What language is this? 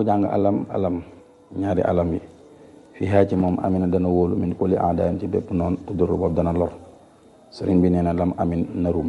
Wolof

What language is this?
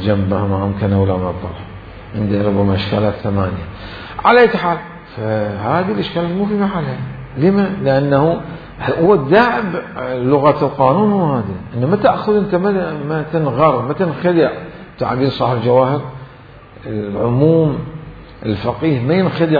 Mesopotamian Arabic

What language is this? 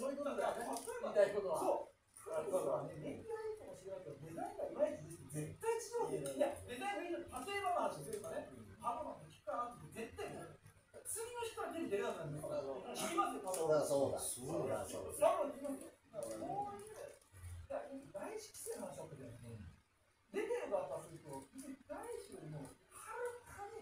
Japanese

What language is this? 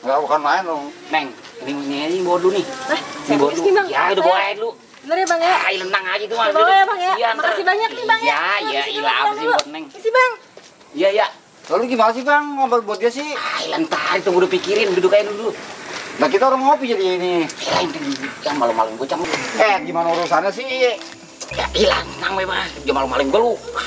Betawi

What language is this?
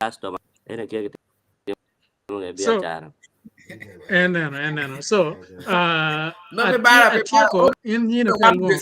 Acoli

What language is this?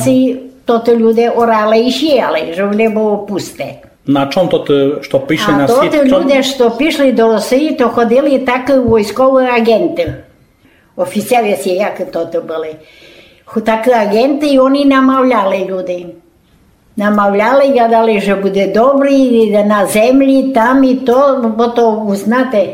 Rusyn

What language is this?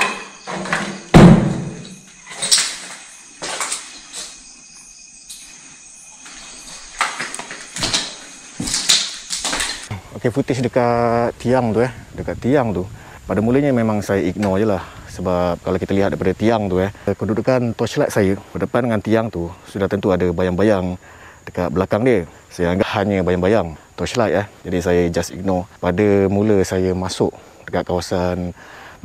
Malay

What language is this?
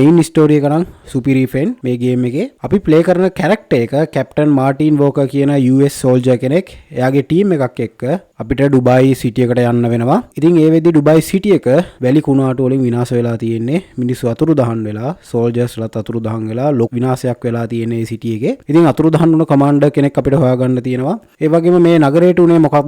Sinhala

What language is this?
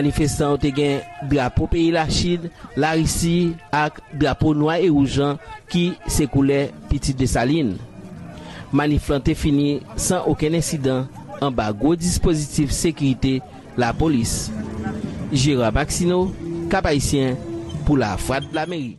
Haitian Creole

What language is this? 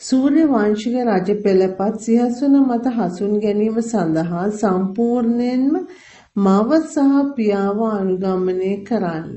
Sinhala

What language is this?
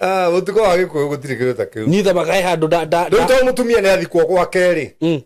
Kikuyu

